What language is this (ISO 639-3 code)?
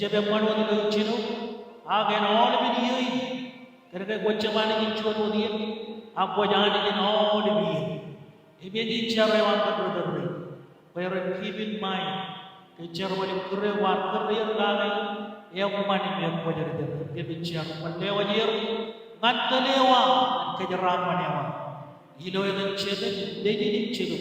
mah